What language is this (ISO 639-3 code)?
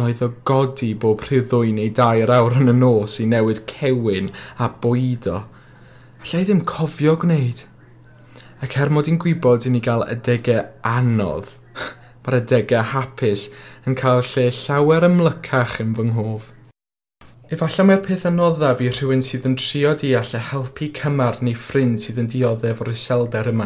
cym